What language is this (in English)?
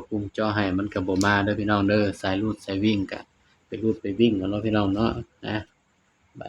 Northeastern Thai